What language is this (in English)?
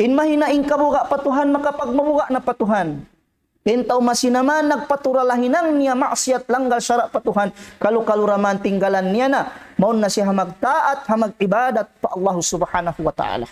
Tausug